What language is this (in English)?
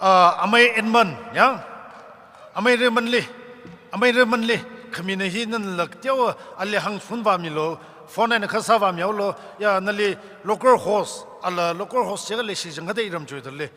Tangkhul Naga (India)